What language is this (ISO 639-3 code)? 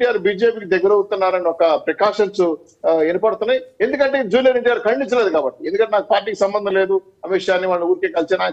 tel